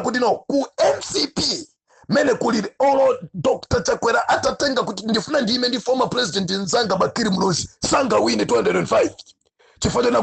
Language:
Nyanja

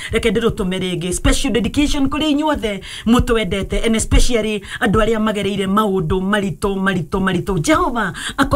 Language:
Kikuyu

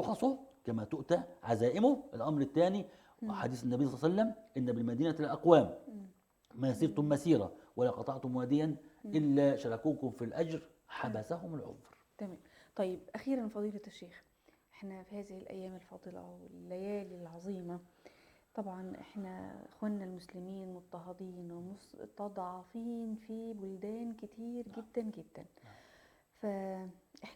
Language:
Egyptian Arabic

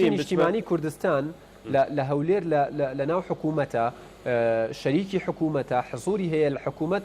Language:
Central Kurdish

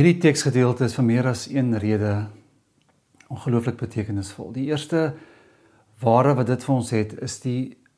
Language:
Afrikaans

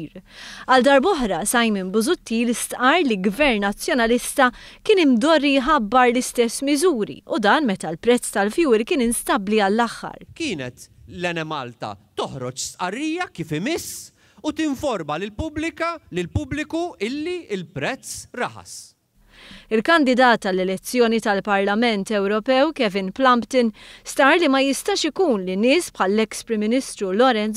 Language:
Maltese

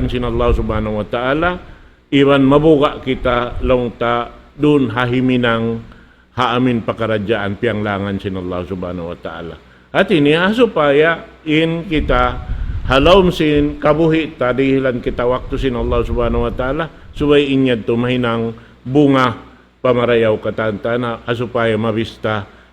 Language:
Tausug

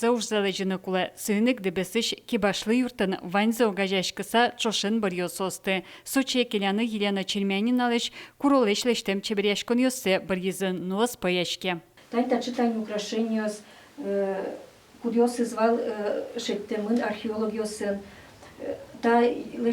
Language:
Udmurt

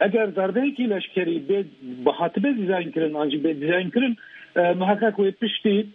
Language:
Kurdish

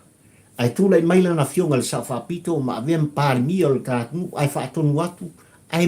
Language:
Samoan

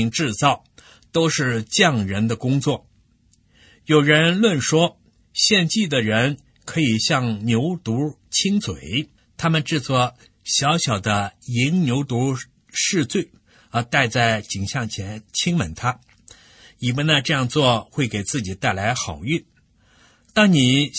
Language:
Chinese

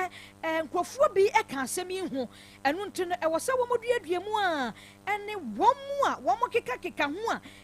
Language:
Akan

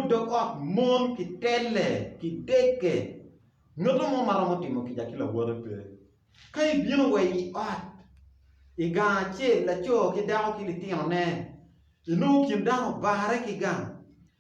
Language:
Acoli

